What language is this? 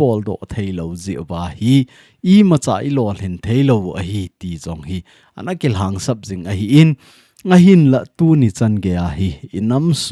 Thado Chin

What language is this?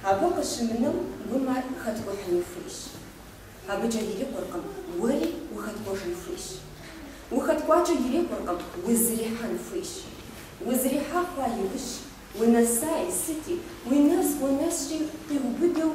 Kabardian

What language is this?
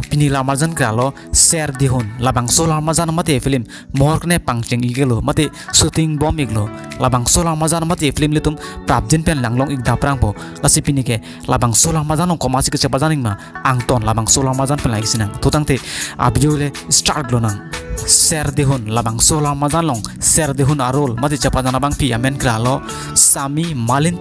Karbi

